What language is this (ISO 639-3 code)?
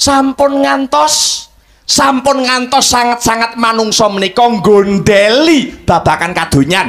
jav